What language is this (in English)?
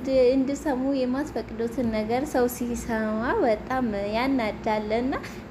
Amharic